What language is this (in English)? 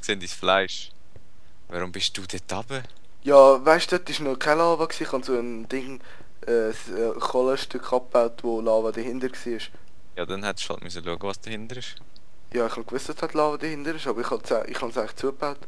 Swiss German